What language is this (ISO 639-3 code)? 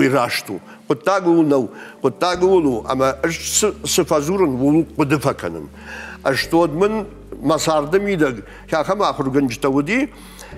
oss